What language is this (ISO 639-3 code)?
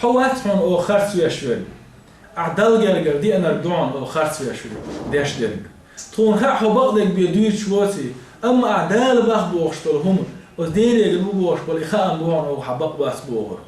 che